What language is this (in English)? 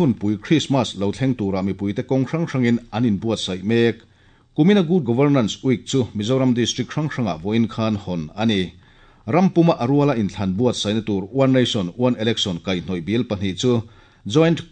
Mizo